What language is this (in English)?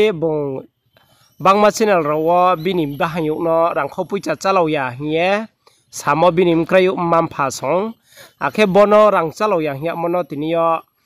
Riang (India)